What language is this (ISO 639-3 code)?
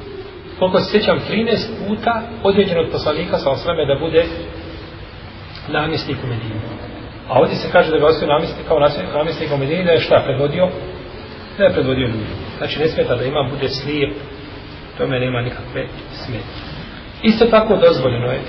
bos